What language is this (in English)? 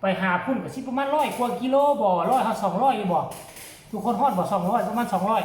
Northeastern Thai